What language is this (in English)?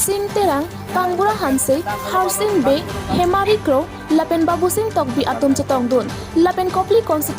Karbi